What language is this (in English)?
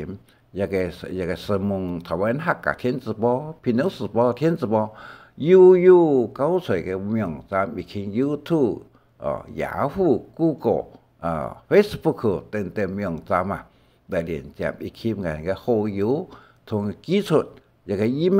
Hakka Chinese